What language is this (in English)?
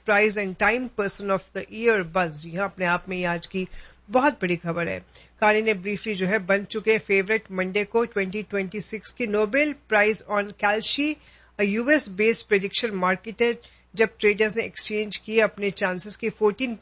Punjabi